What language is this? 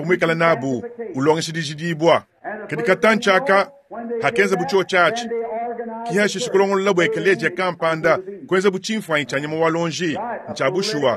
Luba-Lulua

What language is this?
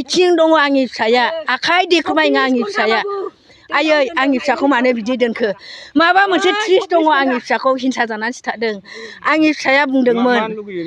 Bodo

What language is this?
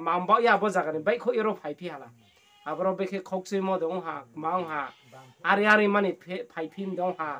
Riang (India)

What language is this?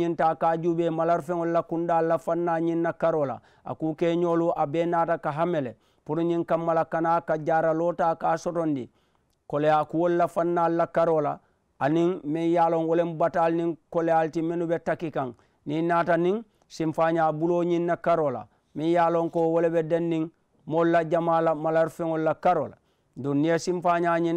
Mandingo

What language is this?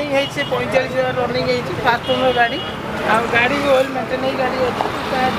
Odia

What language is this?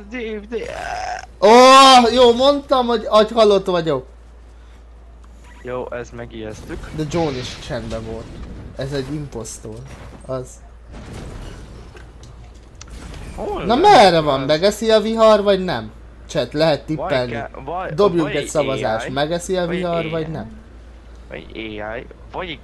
Hungarian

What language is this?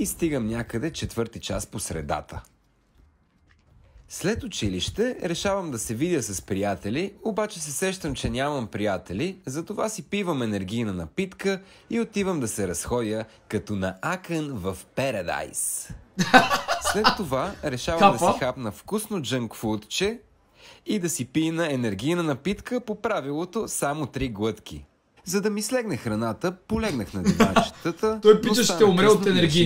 Bulgarian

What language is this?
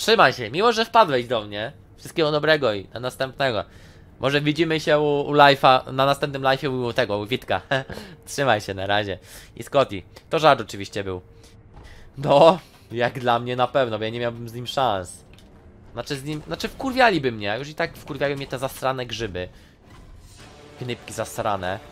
Polish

